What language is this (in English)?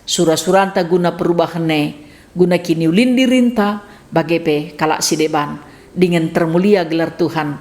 Batak Karo